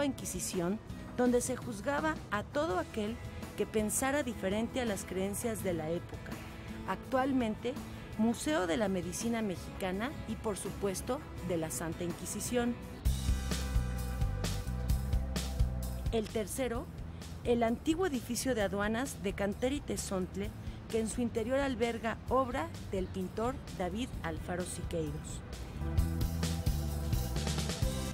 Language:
Spanish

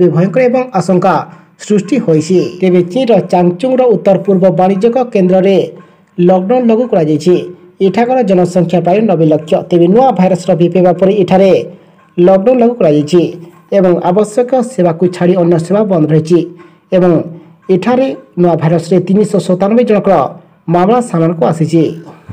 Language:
Odia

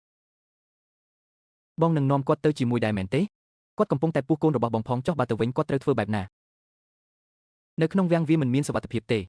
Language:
Khmer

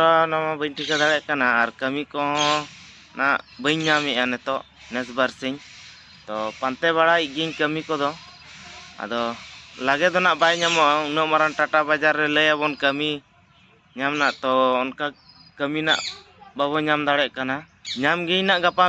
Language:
Santali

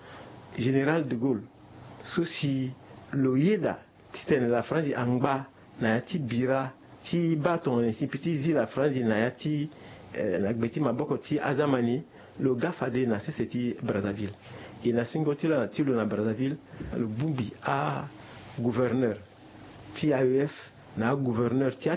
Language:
Sango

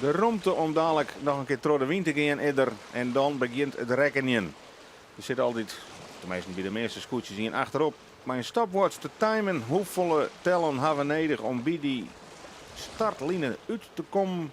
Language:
Western Frisian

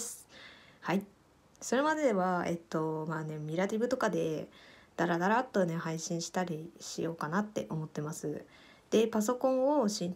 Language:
Japanese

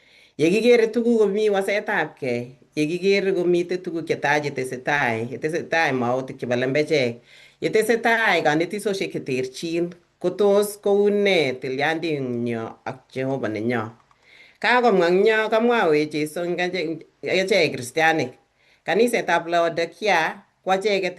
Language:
Kalenjin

